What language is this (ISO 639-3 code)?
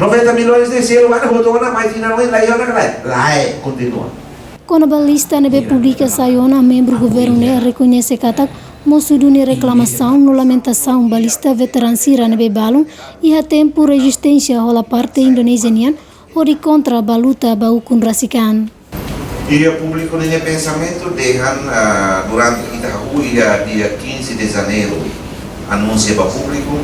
tet